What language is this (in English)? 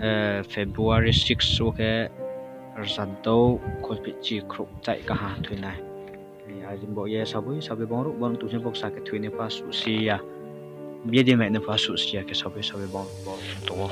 Riang (India)